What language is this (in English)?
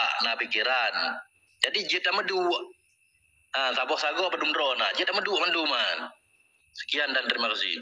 Achinese